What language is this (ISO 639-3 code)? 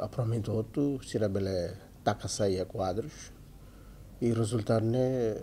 tet